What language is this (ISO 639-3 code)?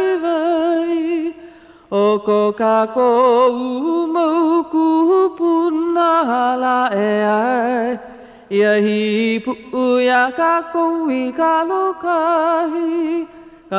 haw